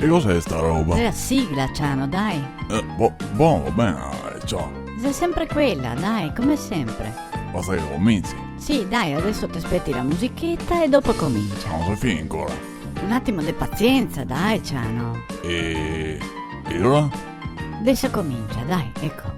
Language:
Venetian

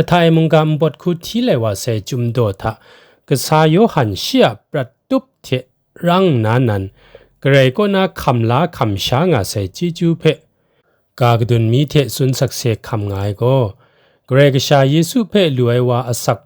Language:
Kachin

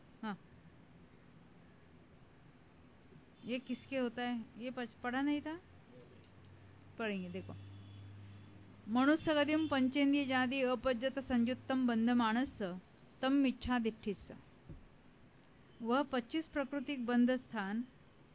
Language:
Hindi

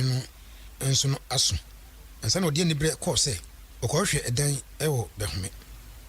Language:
Akan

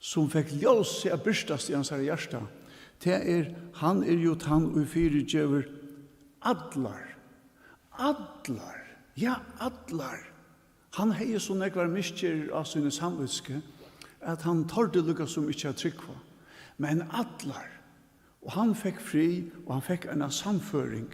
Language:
Faroese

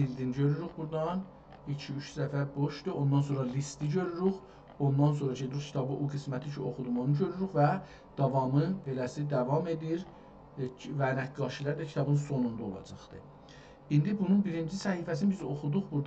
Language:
South Azerbaijani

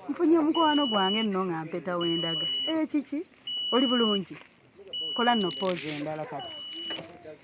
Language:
Ganda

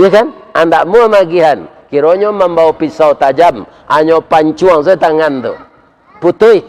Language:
Minangkabau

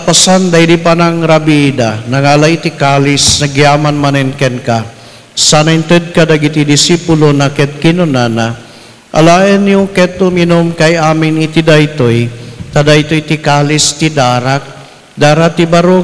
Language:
Iloko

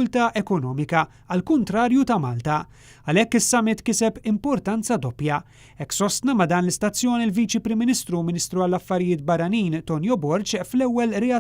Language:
Maltese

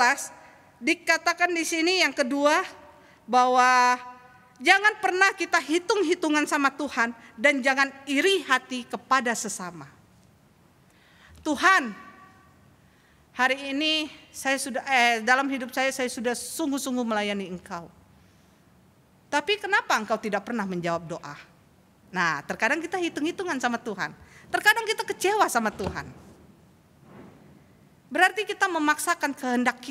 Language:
Indonesian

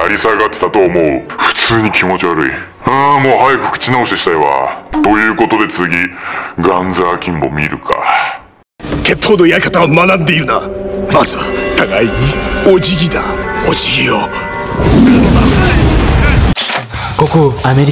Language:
Japanese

